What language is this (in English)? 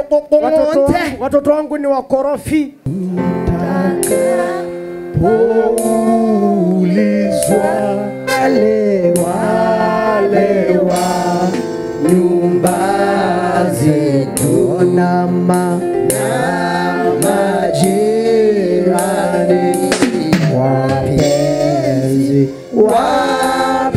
Swahili